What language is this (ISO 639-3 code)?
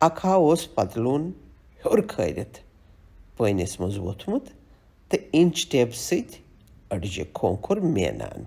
kas